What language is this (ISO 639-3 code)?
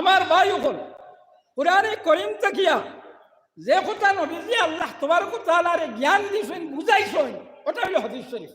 syl